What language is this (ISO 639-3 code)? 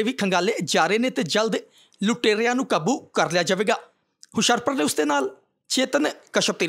pan